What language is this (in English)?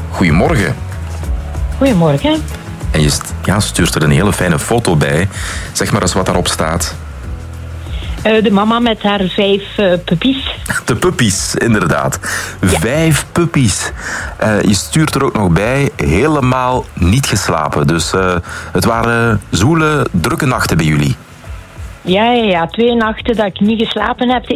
Dutch